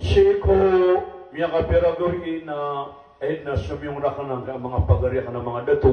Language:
Maranao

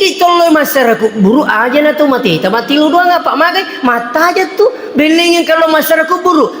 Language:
Buginese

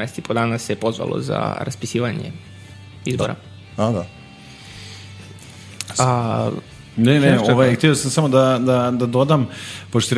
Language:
Serbian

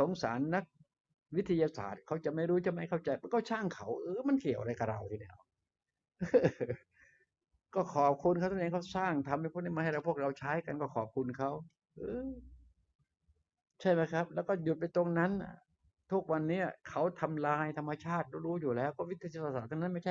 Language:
Thai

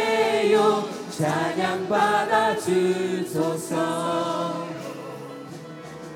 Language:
Korean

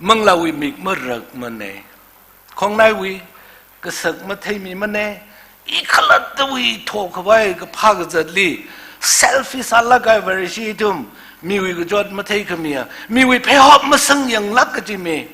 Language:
Tangkhul Naga (India)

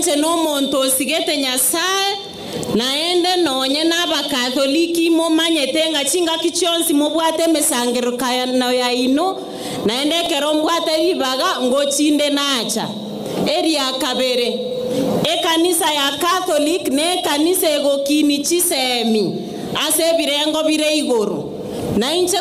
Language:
Gusii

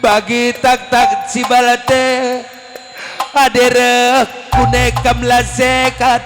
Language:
Batak Karo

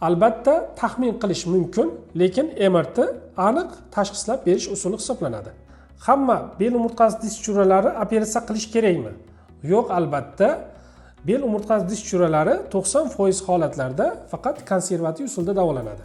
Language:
Uzbek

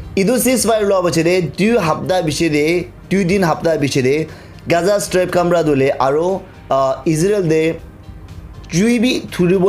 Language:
Naga Pidgin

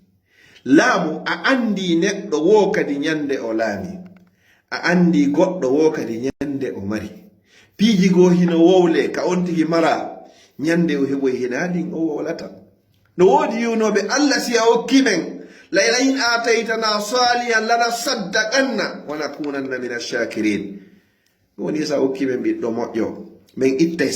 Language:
Fula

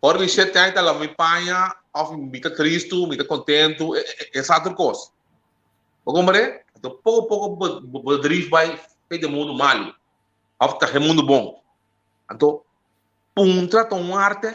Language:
Papiamento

